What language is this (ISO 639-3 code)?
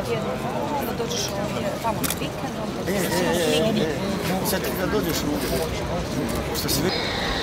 hrv